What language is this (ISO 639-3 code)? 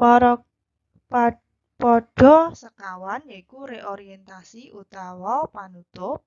jav